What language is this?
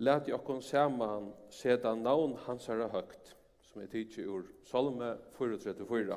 Faroese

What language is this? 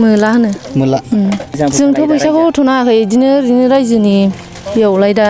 Bodo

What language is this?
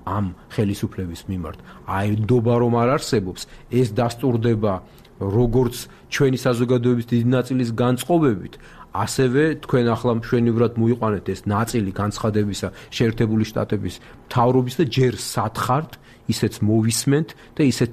Georgian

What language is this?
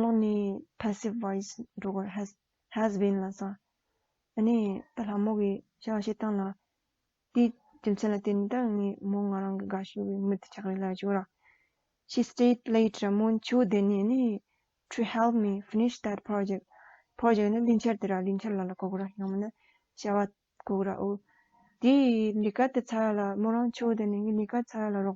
Tibetan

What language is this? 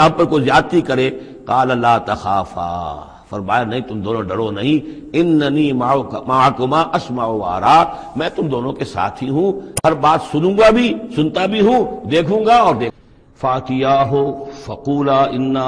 Urdu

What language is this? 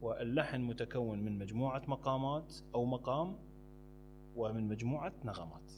Mesopotamian Arabic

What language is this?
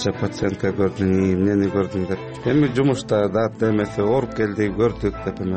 Kyrgyz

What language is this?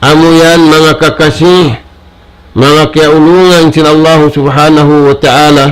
Tausug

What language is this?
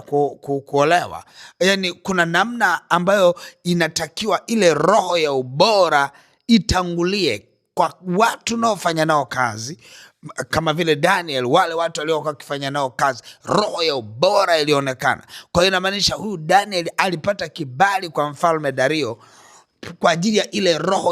Swahili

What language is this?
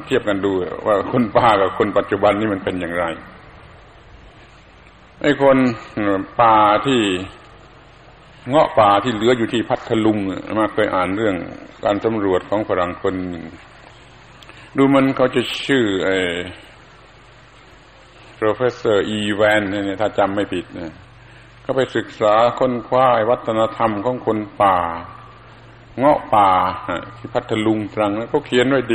Thai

